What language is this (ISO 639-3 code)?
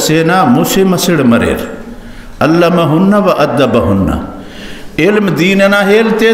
brh